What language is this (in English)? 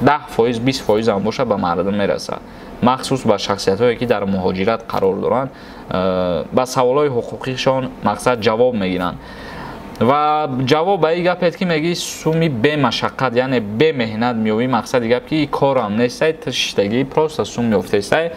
Tajik